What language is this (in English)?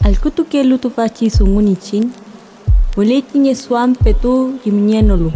Mapuche